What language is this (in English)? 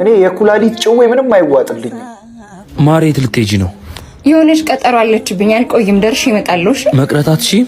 Amharic